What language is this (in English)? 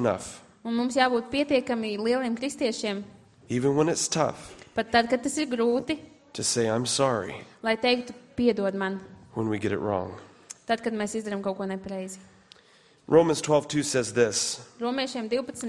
Latvian